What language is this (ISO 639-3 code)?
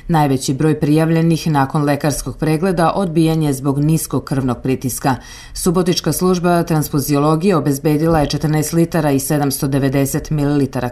srp